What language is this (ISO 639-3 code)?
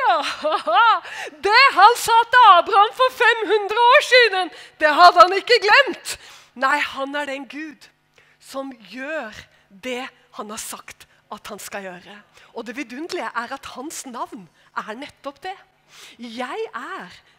nor